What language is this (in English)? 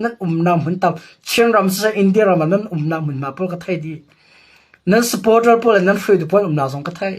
Hakha Chin